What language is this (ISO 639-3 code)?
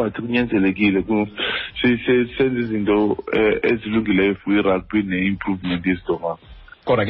xho